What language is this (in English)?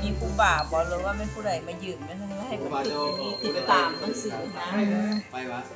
Lao